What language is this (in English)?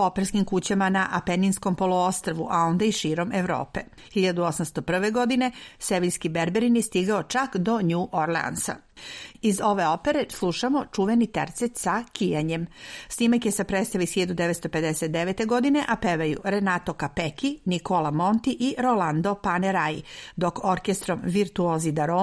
Serbian